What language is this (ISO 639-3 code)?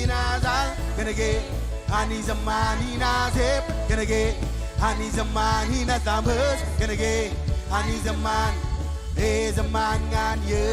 mah